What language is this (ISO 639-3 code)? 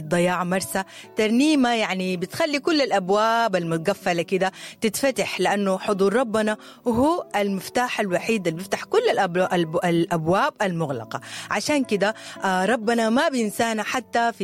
apd